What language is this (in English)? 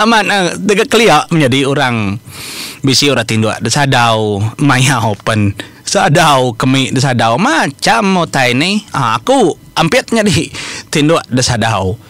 Iban